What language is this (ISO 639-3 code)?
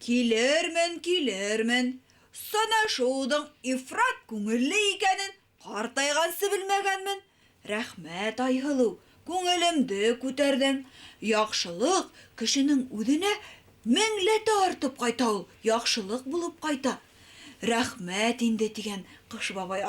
bak